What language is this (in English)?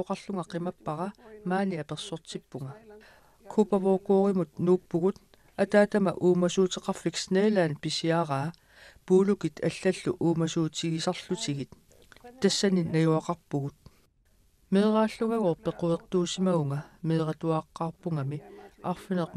Kalaallisut